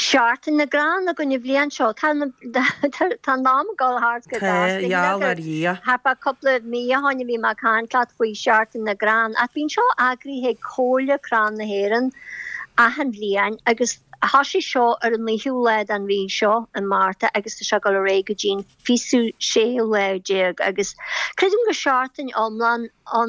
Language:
Irish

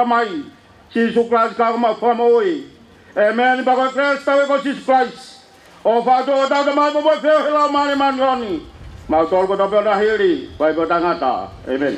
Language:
Tongan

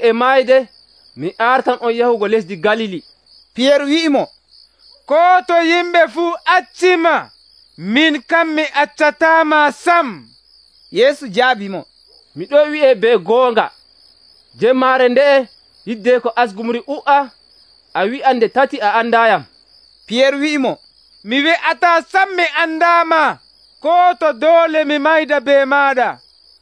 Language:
Nigerian Fulfulde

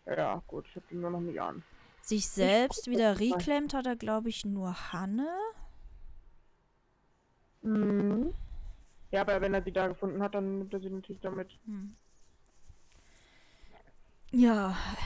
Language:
German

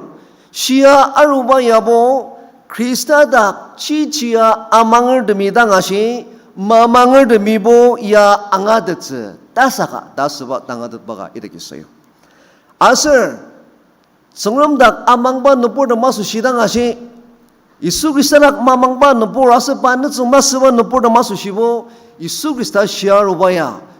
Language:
Ao Naga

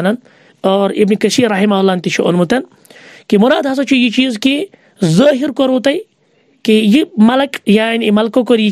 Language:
Kashmiri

